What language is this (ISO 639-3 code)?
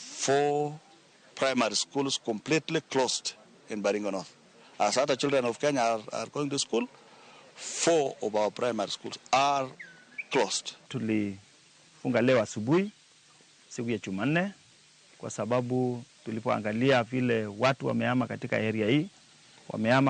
luo